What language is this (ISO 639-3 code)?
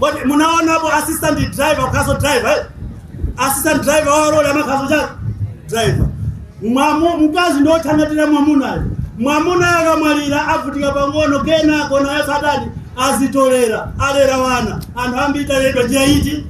nya